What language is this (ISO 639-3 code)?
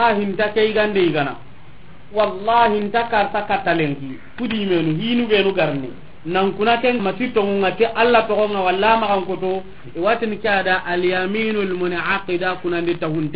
snk